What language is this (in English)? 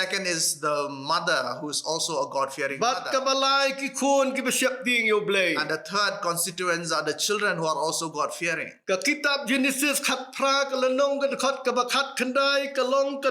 Khasi